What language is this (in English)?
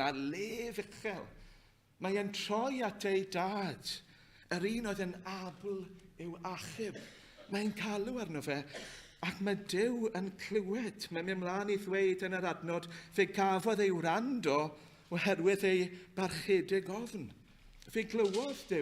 Welsh